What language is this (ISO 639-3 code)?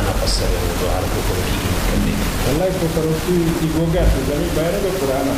dje